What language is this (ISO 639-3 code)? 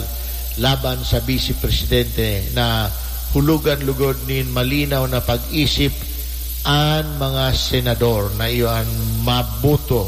bik